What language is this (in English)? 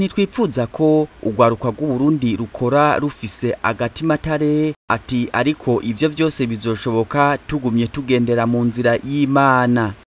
Rundi